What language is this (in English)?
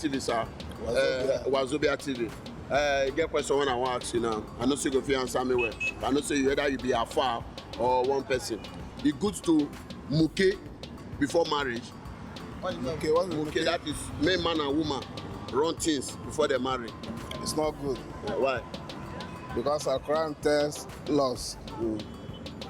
Nigerian Pidgin